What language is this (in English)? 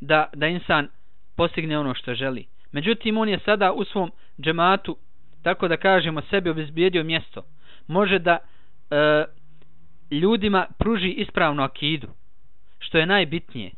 Bosnian